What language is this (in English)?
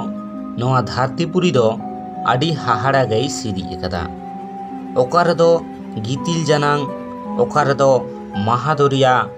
Santali